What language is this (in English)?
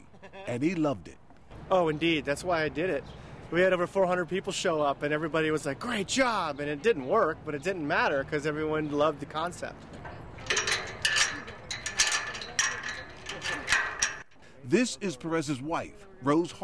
English